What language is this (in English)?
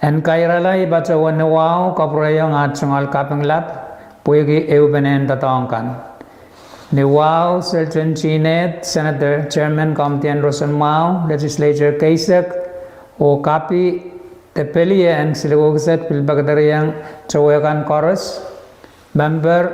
Pohnpeian